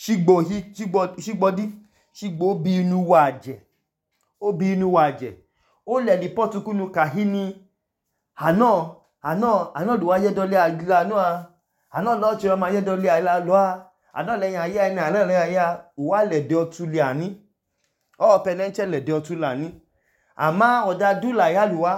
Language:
Idoma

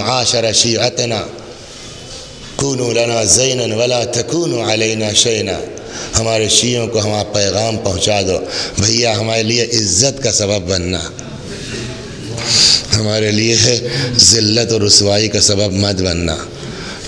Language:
Urdu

